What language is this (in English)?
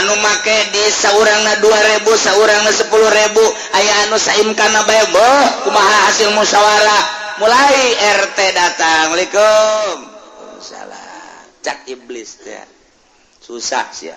Sundanese